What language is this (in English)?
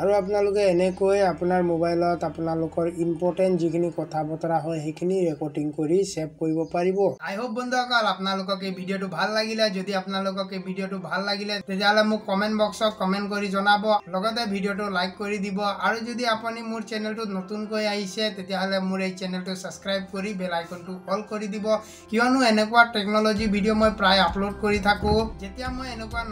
Assamese